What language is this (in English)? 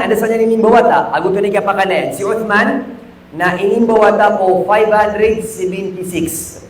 Maranao